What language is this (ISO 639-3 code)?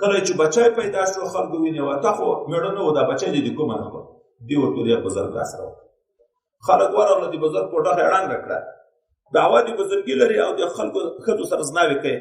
pus